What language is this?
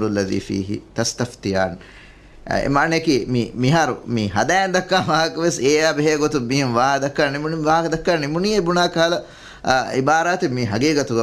Divehi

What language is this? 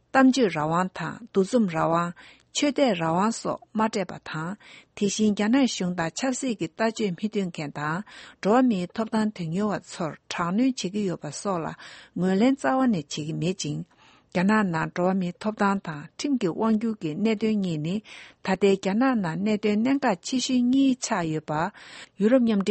Latvian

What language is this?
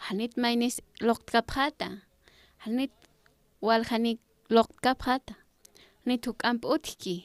Aymara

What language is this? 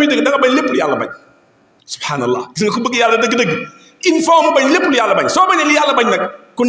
Wolof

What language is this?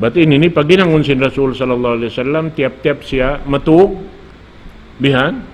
Tausug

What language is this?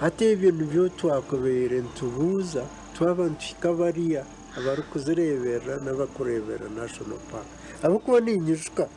Nyankole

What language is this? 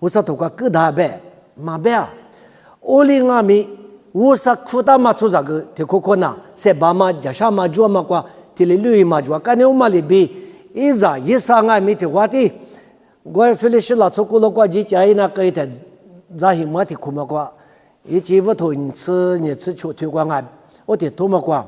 Lisu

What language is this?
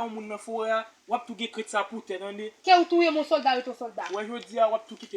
Haitian Creole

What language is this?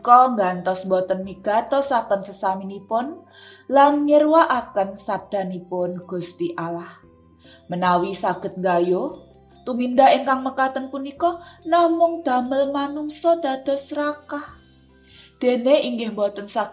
Javanese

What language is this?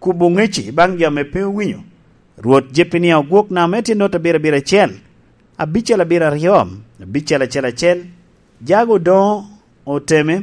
Lango (Uganda)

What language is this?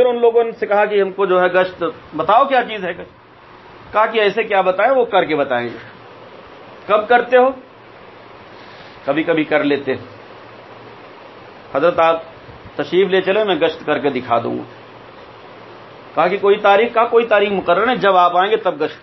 Urdu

